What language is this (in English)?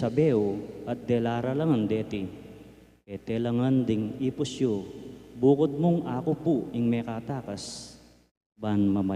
Pampanga